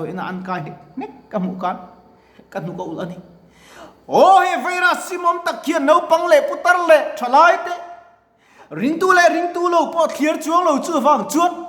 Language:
Mizo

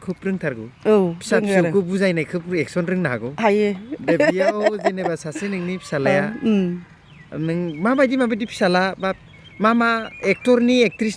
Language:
Bodo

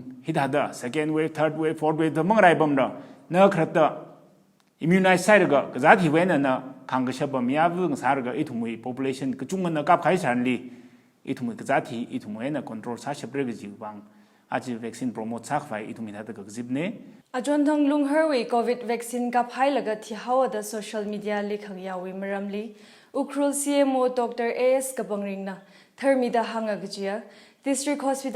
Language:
Tangkhul Naga (India)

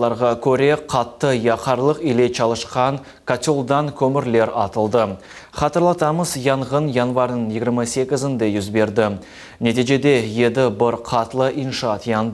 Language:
Crimean Tatar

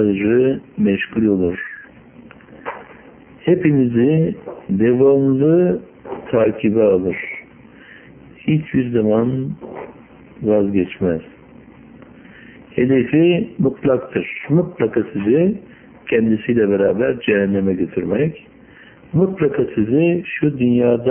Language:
Turkish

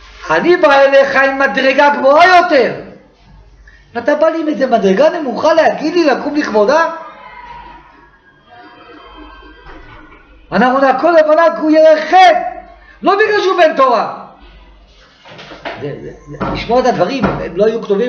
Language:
Hebrew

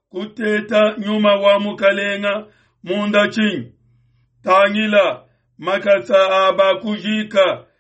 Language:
Luba-Lulua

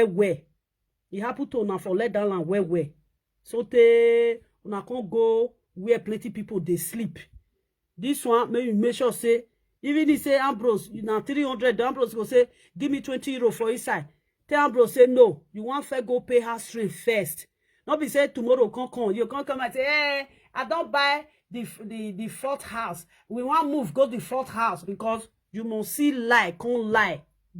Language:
Nigerian Pidgin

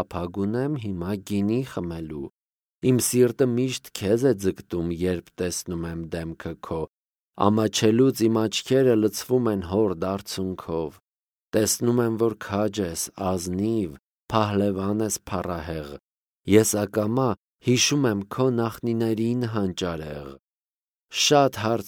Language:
Armenian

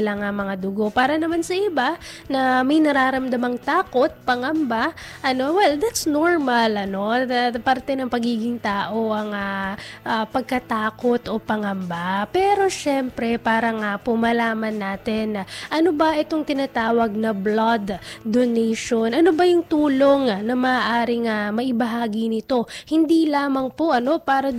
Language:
Filipino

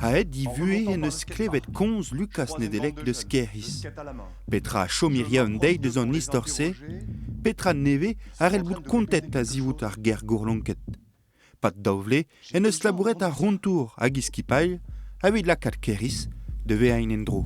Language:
Breton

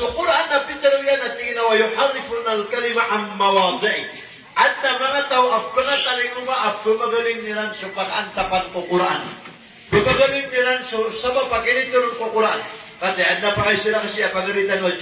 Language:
Maranao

